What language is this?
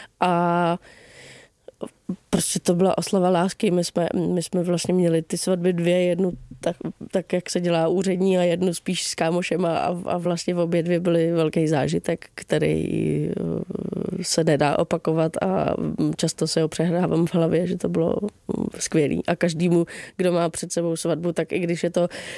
Czech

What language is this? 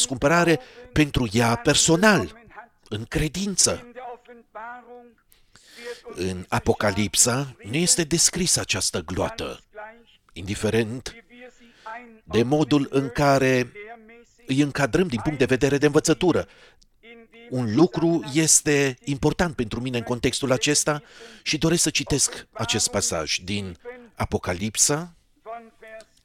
Romanian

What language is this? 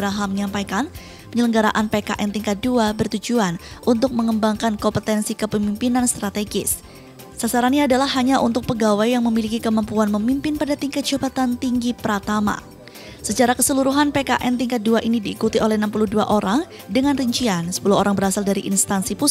Indonesian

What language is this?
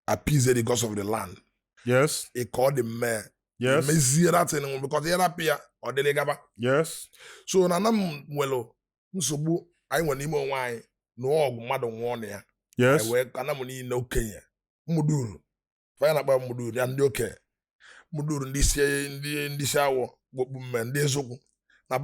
Igbo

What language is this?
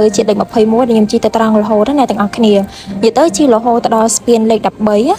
Khmer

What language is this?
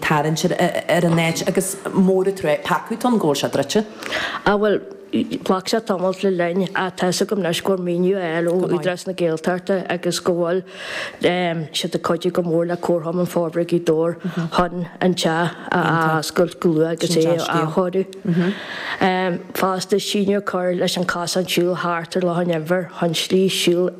Irish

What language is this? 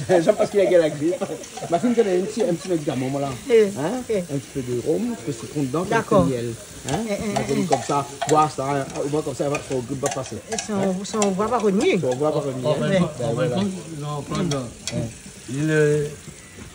Réunion Creole French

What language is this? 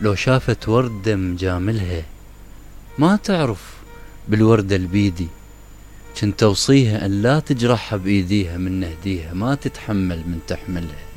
Mesopotamian Arabic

